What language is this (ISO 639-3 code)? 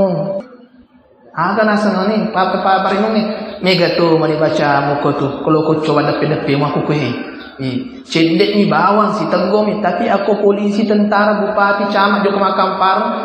bug